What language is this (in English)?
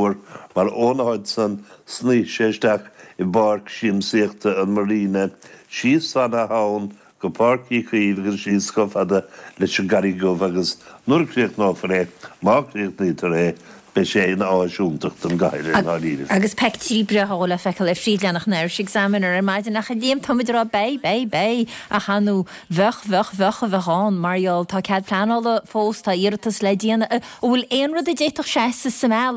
Irish